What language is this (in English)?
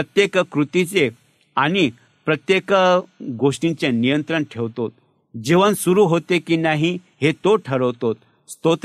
Marathi